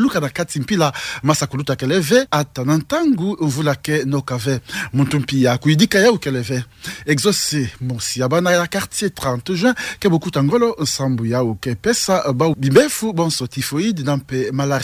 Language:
Kituba (Democratic Republic of Congo)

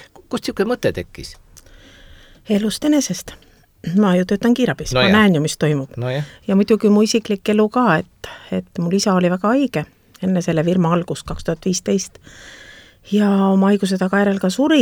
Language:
Estonian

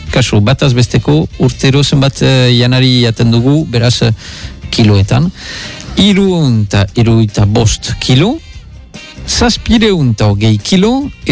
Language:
Basque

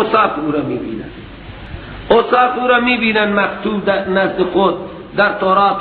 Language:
Persian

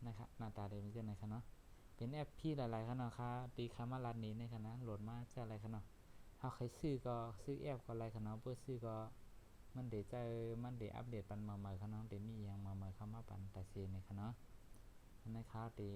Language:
Shan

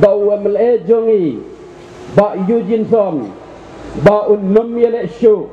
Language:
Khasi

